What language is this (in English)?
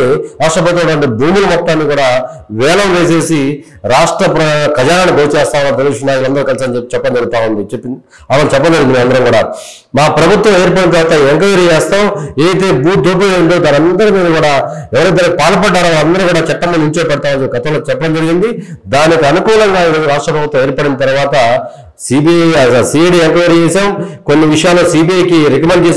Telugu